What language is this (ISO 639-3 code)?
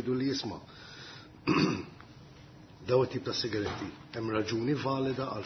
mlt